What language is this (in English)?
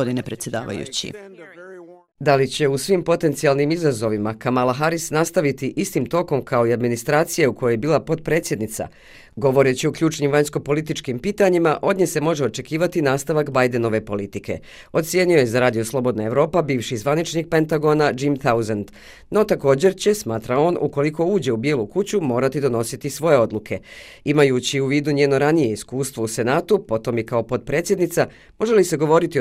Bosnian